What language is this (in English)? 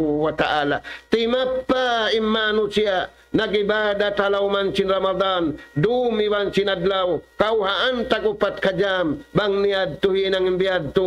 Tausug